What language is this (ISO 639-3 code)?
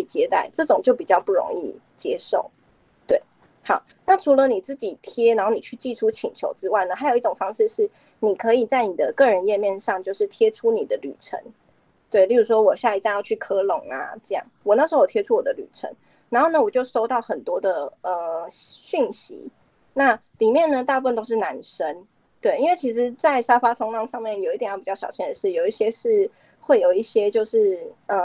zho